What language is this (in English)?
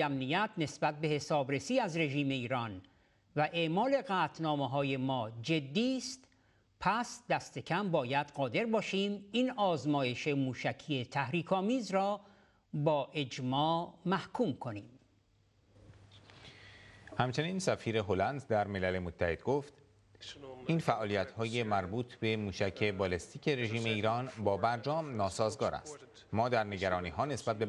Persian